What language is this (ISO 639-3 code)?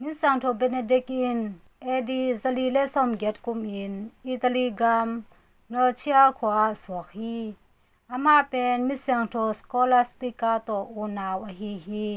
ctd